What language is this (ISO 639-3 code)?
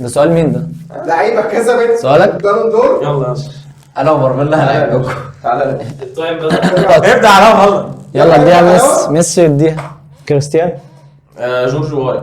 arz